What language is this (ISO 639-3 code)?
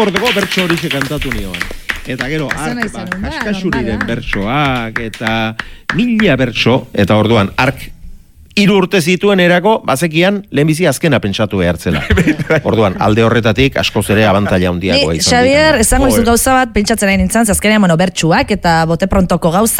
eus